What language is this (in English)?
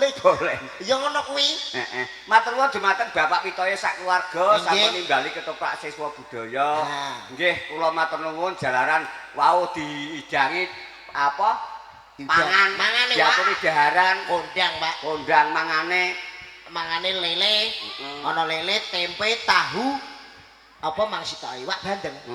Javanese